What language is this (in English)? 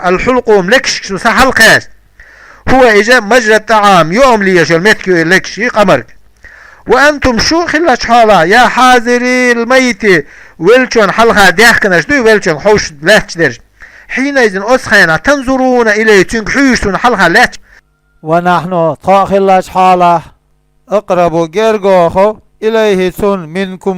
Chechen